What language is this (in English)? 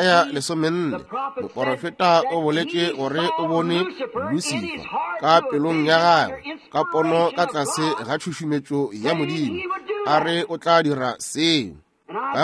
Northern Sotho